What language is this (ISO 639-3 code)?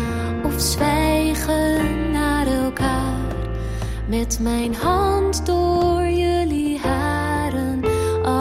nld